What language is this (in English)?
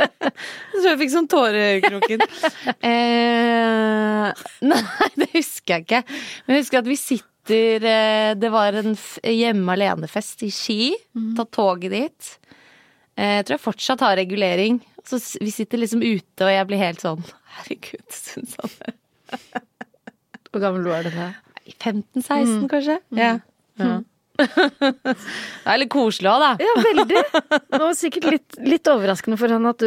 Norwegian